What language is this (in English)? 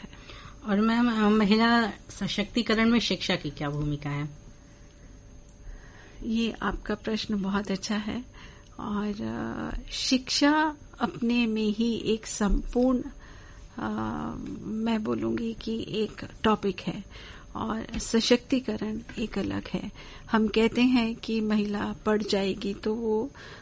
Hindi